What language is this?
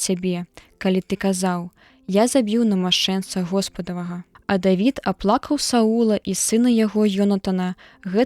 Belarusian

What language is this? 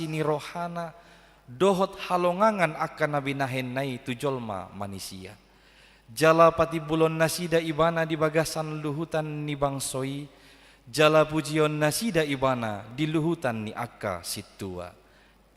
Batak Toba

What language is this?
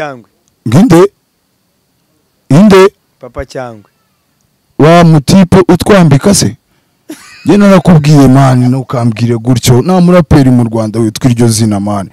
Kinyarwanda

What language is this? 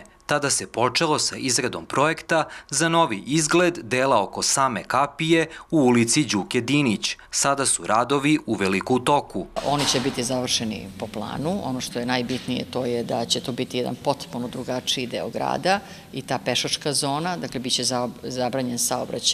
Serbian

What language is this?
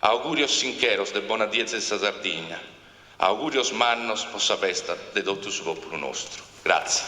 Sardinian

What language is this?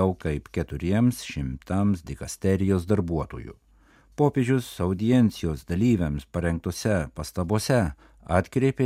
Lithuanian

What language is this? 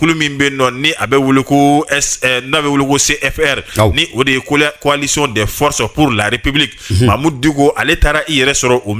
Bambara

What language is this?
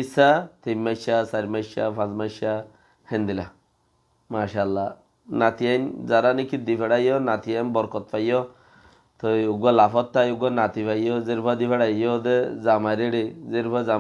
Rohingya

